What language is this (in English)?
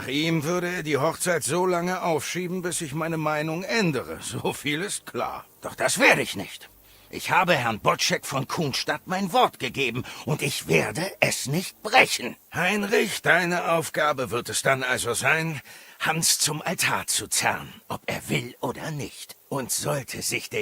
Bavarian